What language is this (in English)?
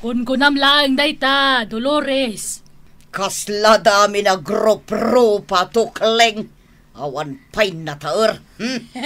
Iloko